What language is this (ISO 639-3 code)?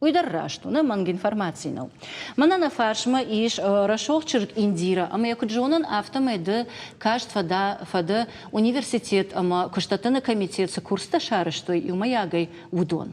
oss